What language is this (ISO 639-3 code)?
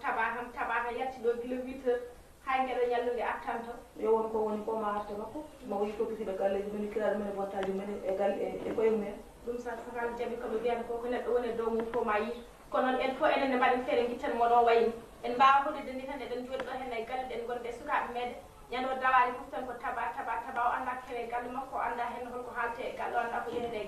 ful